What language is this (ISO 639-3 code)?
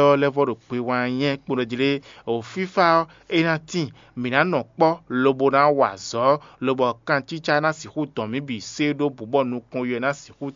fon